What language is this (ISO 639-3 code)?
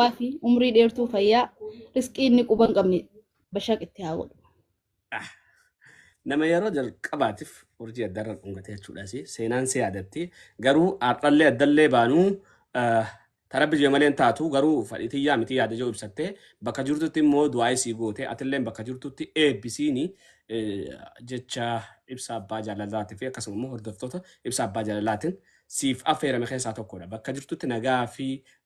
orm